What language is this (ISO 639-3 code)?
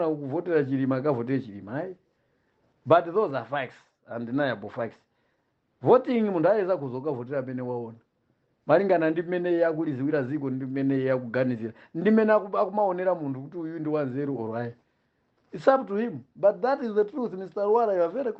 nya